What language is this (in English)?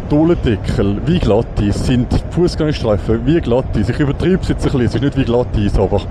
Swiss German